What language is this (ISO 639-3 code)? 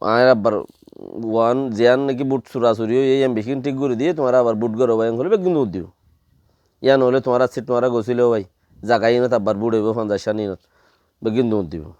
rhg